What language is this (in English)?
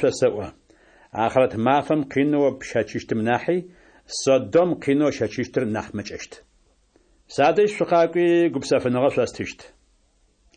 Adyghe